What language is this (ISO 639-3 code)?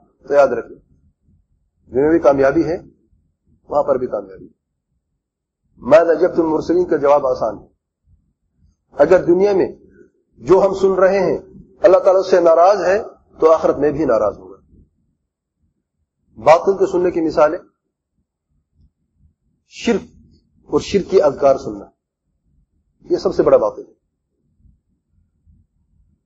urd